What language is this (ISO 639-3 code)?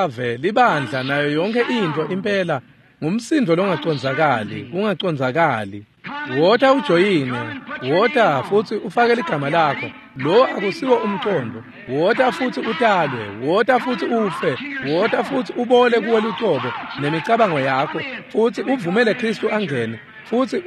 ssw